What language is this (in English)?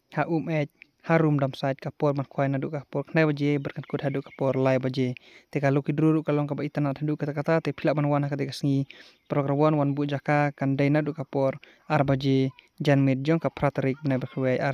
Khasi